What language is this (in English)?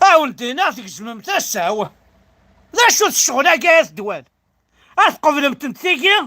Kabyle